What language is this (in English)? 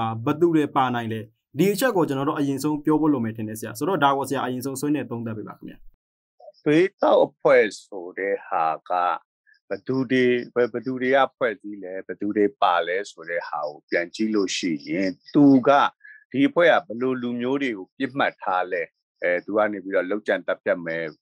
Burmese